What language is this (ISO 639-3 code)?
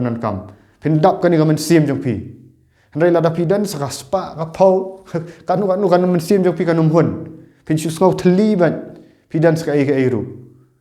kha